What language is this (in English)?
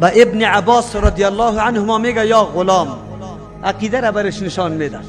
Persian